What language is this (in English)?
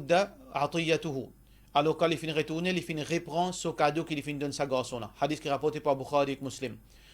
Morisyen